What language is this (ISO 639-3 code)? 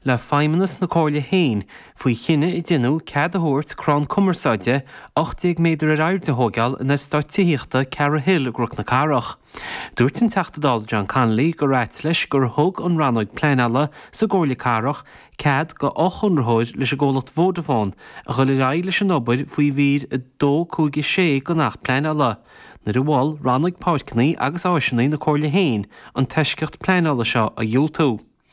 gle